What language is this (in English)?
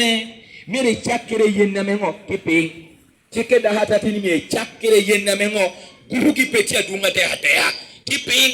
Lango (Uganda)